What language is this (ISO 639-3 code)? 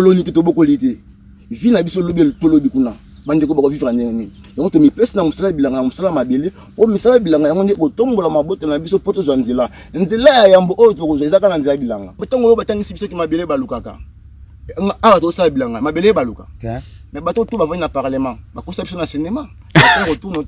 lin